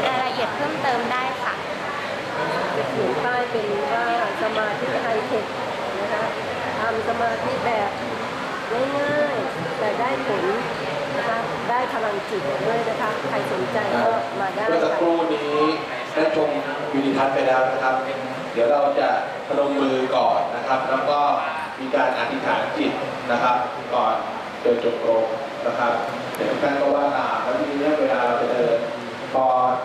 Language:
Thai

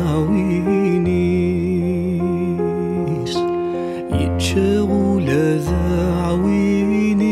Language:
Kabyle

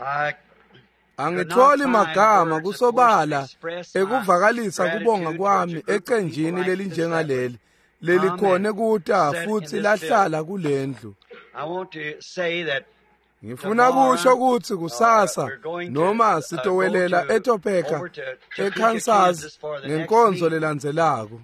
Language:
Swati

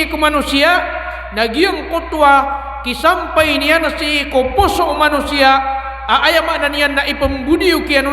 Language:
Maranao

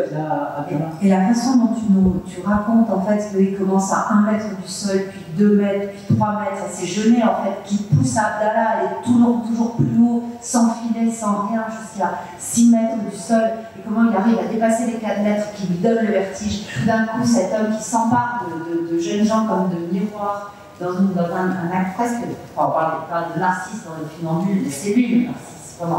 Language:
French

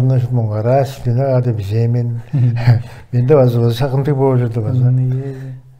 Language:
Tuvinian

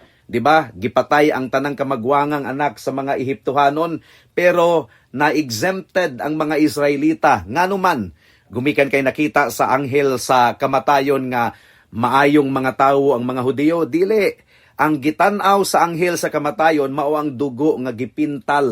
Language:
Cebuano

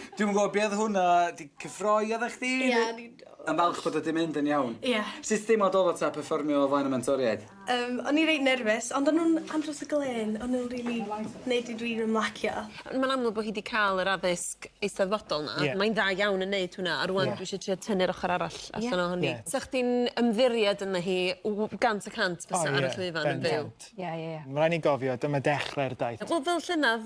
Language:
Welsh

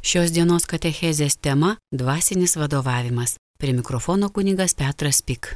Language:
Lithuanian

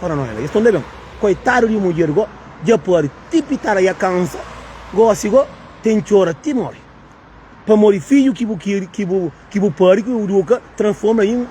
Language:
Kabuverdianu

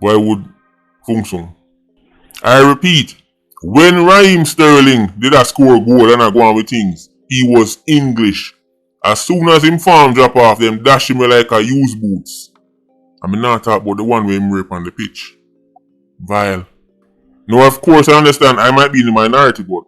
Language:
Jamaican Creole English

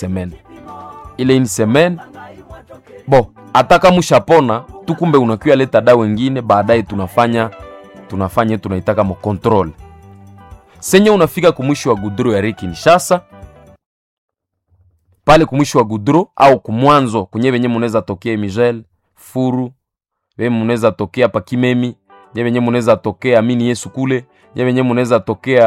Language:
Swahili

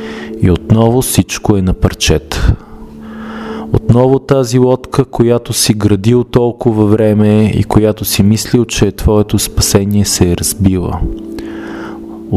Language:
Bulgarian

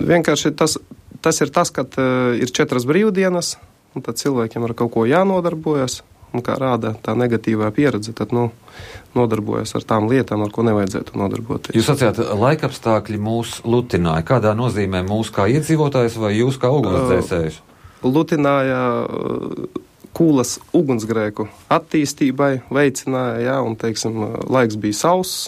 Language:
Latvian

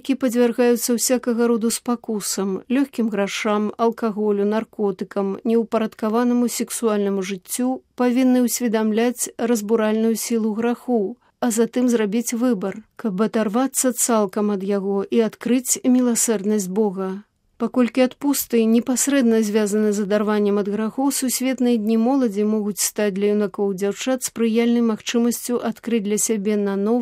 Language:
Belarusian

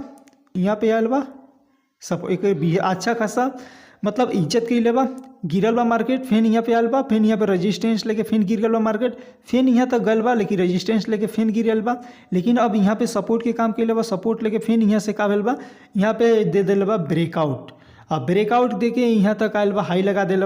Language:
Bhojpuri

